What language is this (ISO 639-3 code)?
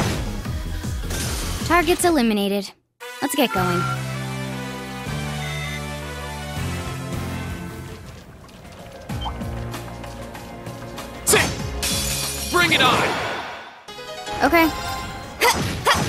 eng